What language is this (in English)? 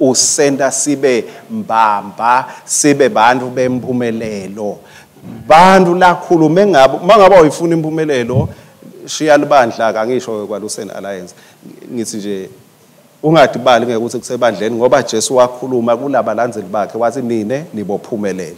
Swati